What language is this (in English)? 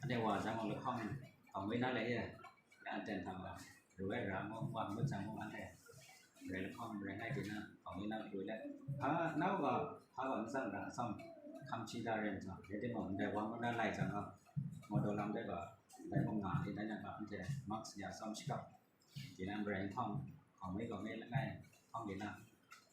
Kachin